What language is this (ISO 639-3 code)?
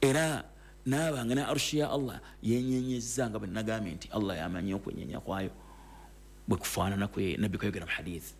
lug